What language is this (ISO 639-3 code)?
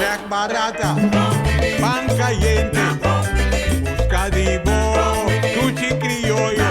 pap